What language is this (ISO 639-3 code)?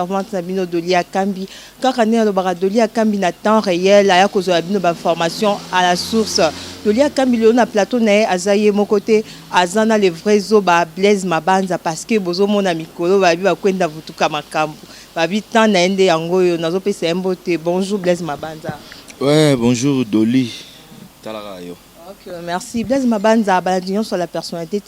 lin